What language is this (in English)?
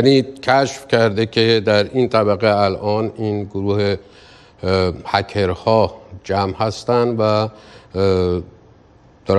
Persian